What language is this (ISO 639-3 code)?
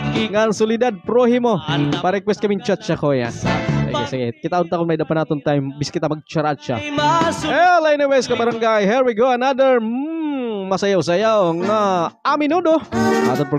war